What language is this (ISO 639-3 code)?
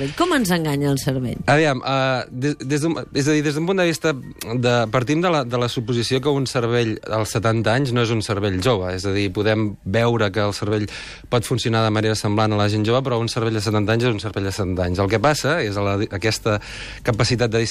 cat